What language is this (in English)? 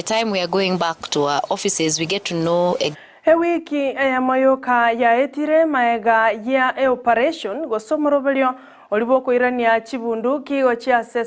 Gusii